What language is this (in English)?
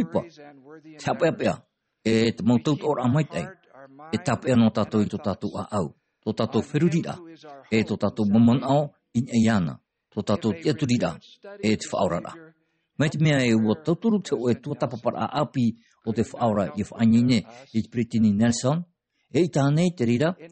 Tahitian